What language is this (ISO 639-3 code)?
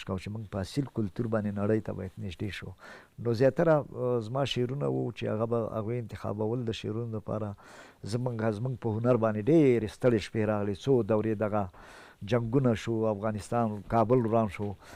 pus